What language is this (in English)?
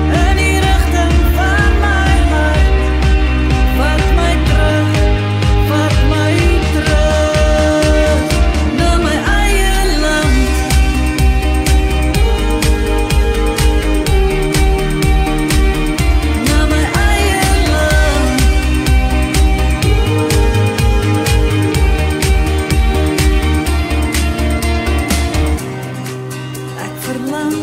Afrikaans